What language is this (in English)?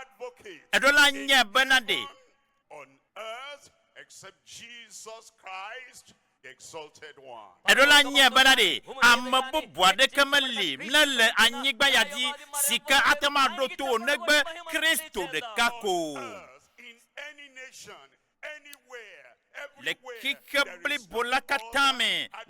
Ewe